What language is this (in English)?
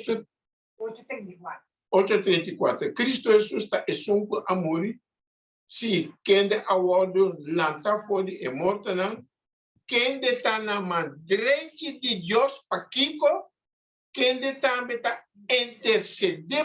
Papiamento